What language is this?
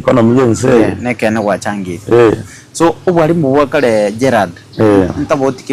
Gusii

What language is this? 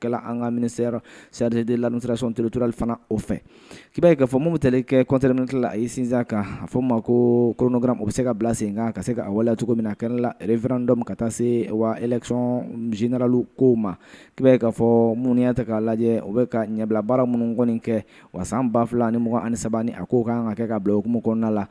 Bambara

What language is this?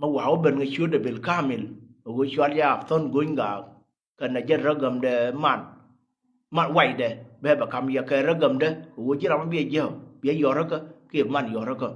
Nuer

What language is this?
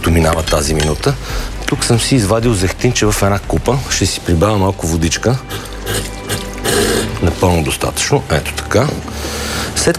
Bulgarian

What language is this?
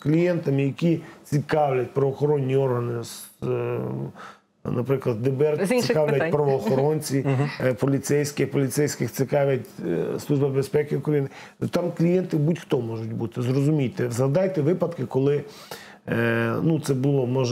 Ukrainian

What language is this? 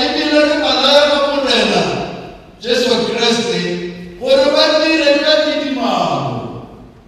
Tswana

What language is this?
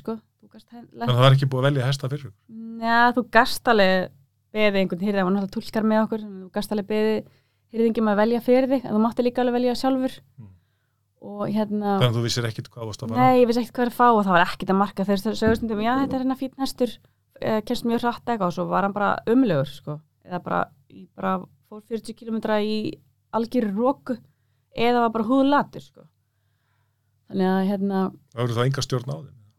Icelandic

